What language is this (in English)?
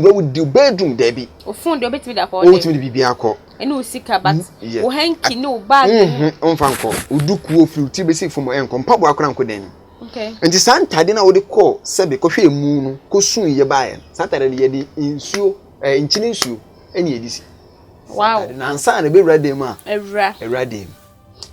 Akan